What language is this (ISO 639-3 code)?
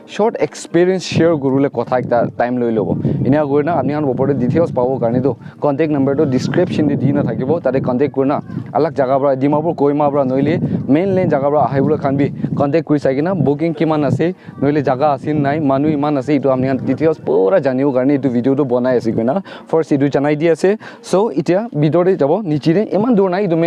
nag